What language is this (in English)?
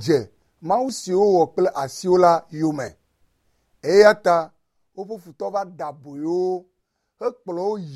Ewe